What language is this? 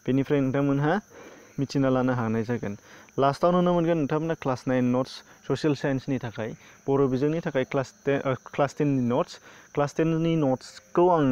Bodo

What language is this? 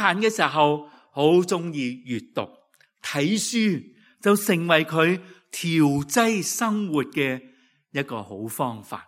Cantonese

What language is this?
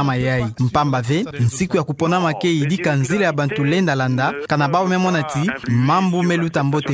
Kituba (Democratic Republic of Congo)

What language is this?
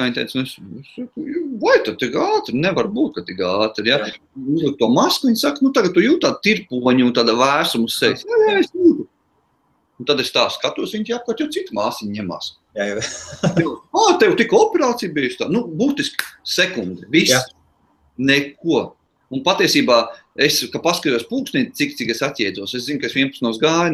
Latvian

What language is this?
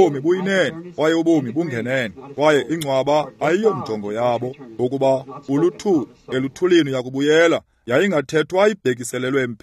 Xhosa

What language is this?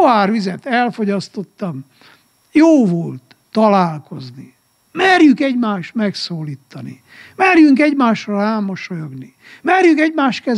Hungarian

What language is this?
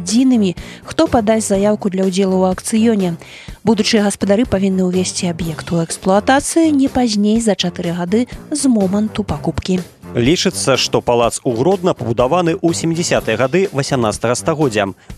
Belarusian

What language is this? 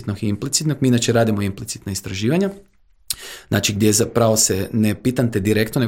Croatian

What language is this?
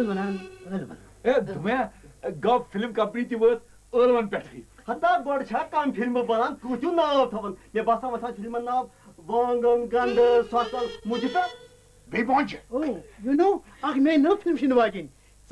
Kashmiri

